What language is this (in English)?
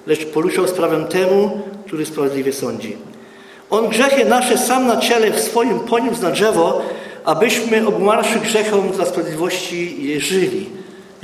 Polish